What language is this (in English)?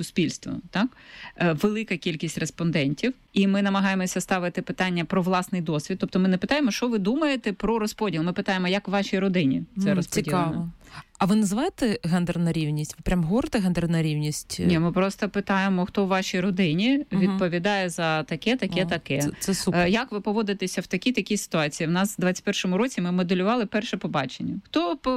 Ukrainian